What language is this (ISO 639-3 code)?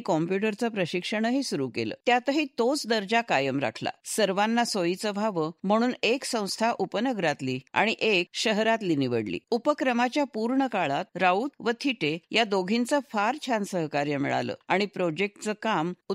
mar